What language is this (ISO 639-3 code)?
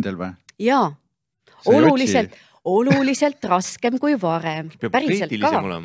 est